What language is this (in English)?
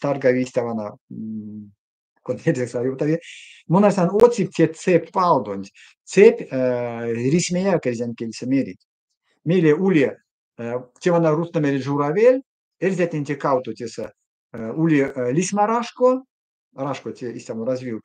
Erzya